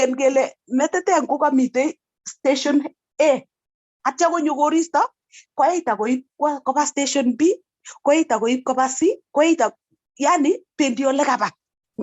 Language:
Kalenjin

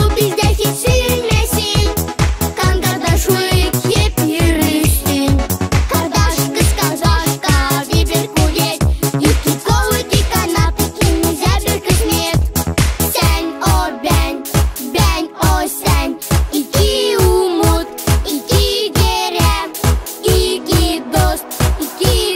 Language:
Gagauz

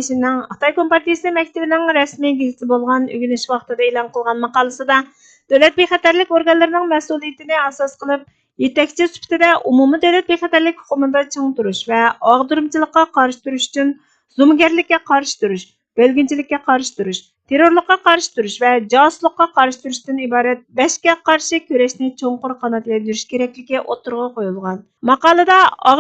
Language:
Uyghur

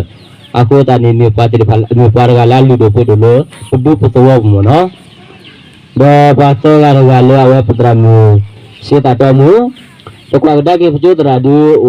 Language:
S'gaw Karen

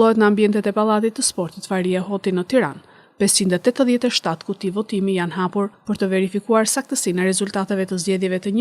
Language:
Albanian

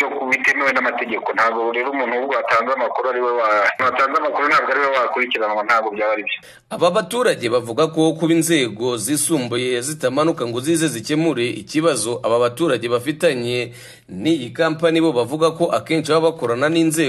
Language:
Kinyarwanda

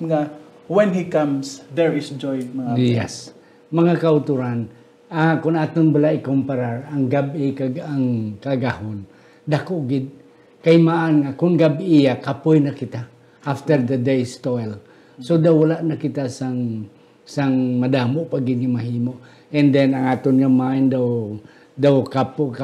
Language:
Hiligaynon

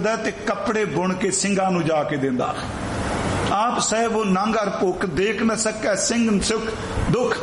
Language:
Punjabi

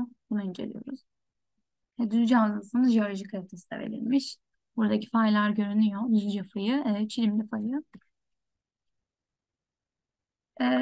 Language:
Turkish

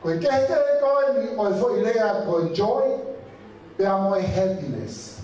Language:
Tongan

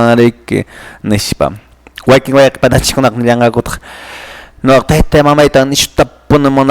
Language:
Quechua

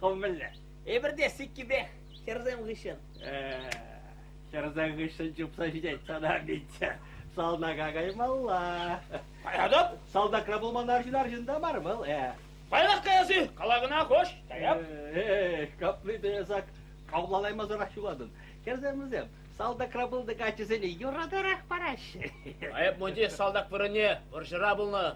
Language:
Chuvash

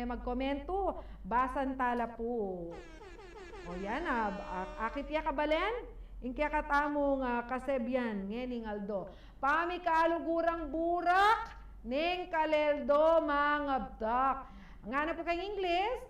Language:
Pampanga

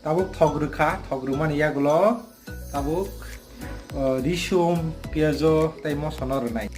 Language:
Kok Borok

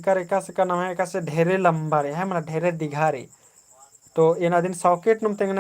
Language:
Kurukh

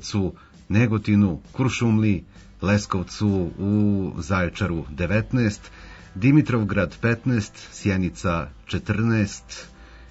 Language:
Serbian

